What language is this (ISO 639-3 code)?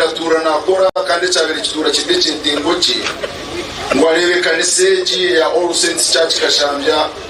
nyn